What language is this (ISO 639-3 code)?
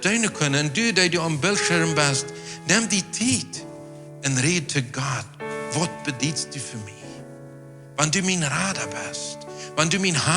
pdt